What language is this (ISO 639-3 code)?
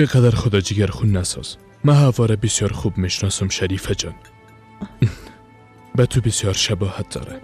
fas